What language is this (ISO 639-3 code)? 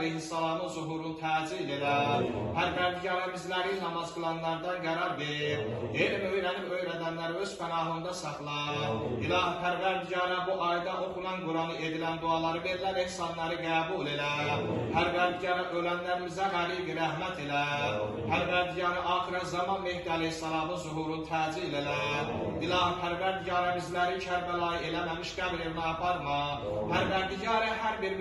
aze